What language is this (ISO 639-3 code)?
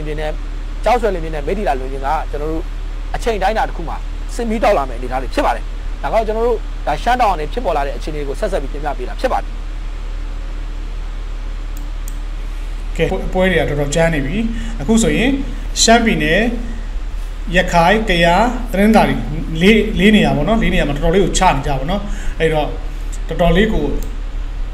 mya